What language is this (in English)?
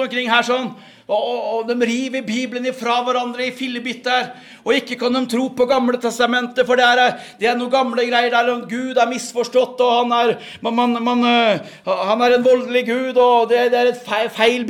Norwegian